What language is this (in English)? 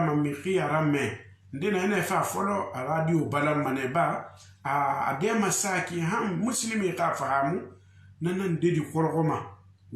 Susu